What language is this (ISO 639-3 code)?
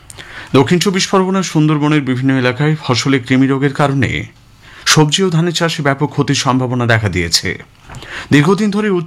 ben